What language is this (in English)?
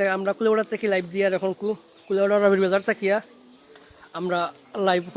Sylheti